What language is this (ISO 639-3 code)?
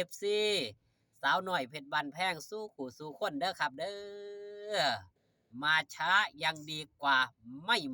tts